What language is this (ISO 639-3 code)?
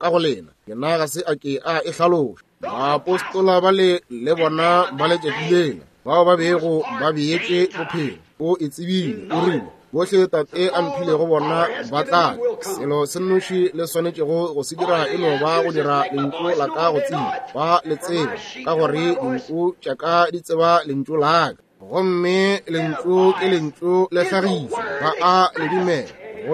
nso